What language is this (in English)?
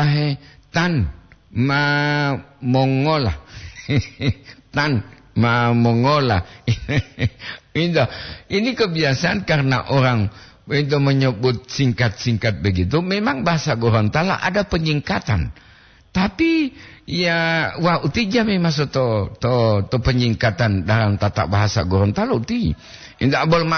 Gorontalo